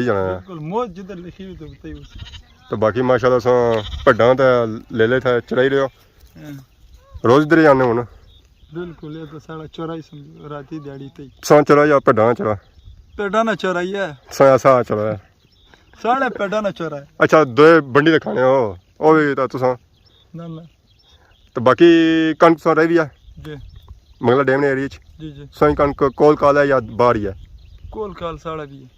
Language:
Pahari-Potwari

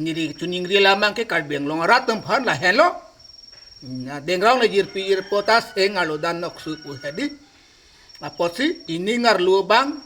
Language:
Karbi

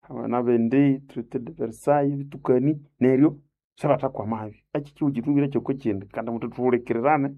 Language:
Nande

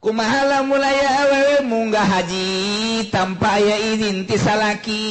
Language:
Sundanese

